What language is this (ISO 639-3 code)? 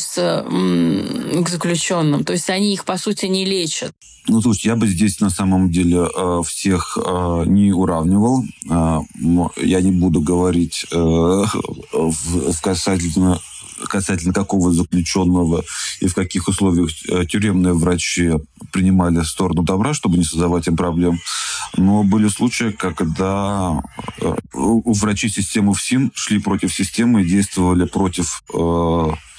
rus